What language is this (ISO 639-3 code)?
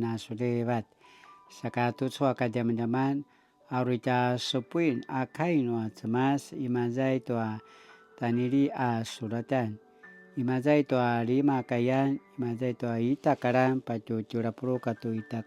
pwn